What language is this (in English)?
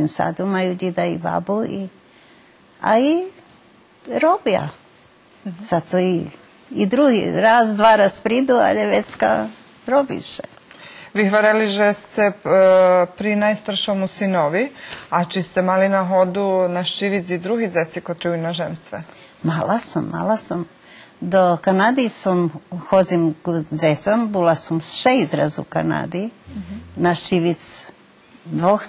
Rusyn